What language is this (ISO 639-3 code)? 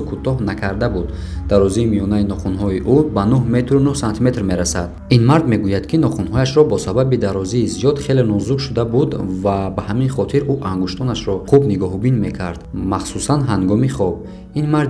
tgk